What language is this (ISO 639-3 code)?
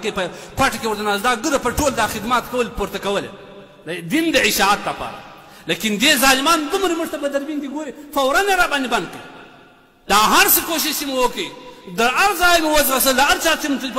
pus